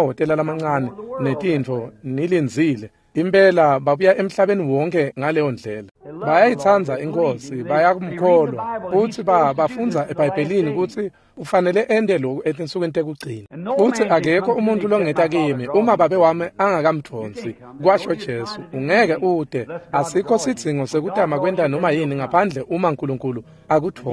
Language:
Swati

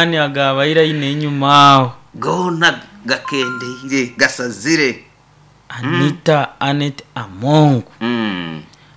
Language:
Nyoro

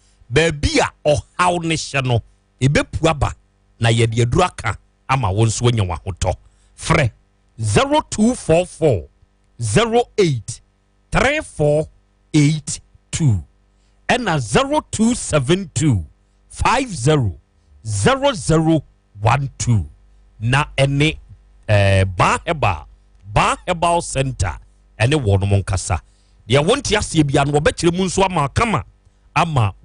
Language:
Akan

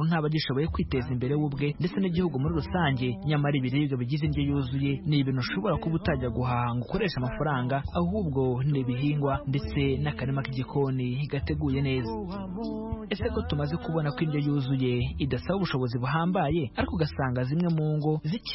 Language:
Kinyarwanda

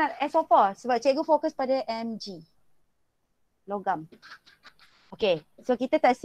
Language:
Malay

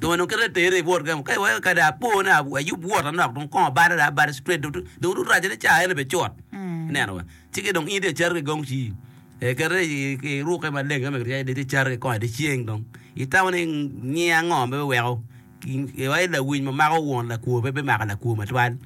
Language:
Acoli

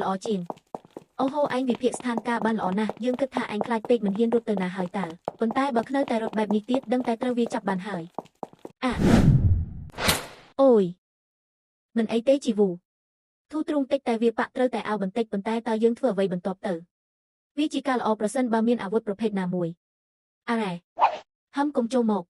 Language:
Khmer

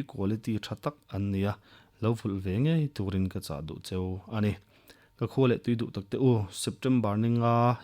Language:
Mizo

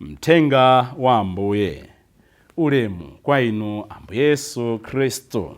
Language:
Nyanja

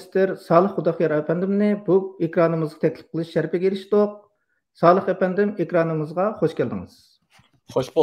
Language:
Uyghur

